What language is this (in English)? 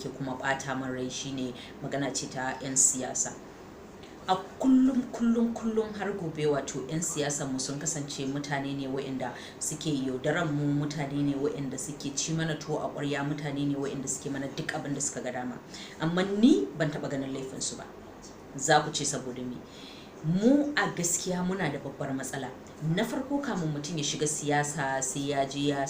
Hausa